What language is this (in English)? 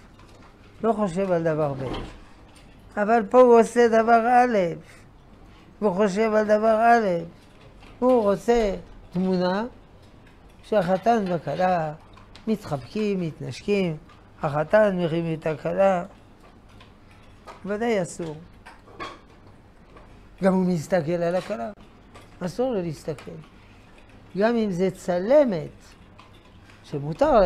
Hebrew